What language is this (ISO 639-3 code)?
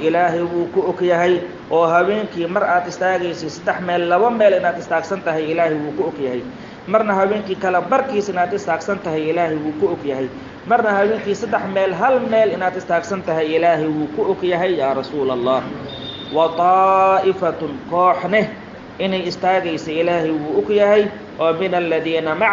som